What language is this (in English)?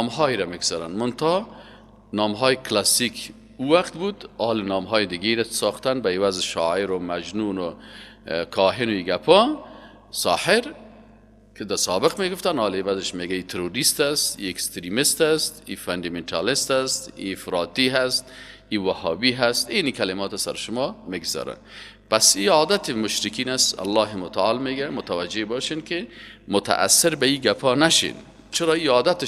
Persian